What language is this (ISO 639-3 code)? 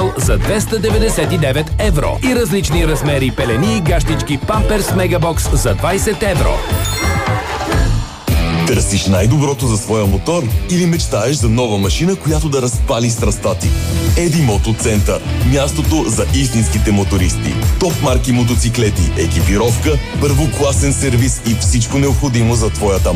bul